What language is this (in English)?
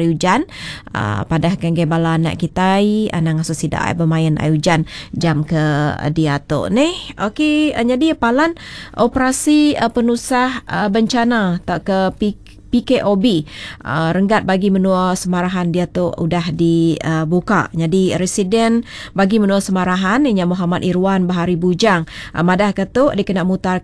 Iban